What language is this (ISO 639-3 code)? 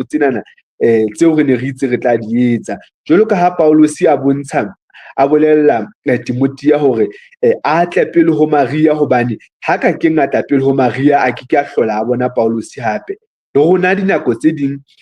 sot